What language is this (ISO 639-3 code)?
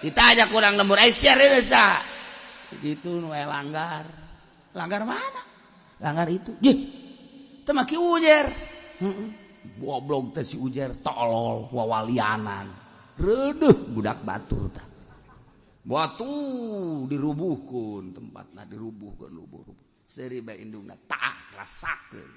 sun